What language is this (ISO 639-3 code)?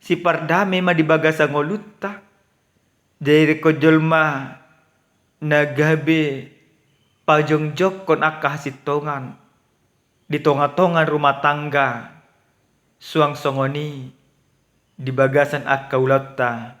bbc